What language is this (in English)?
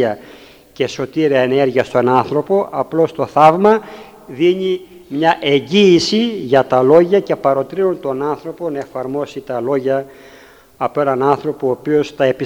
Greek